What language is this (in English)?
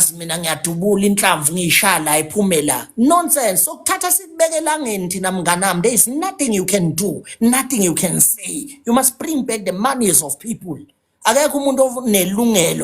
Zulu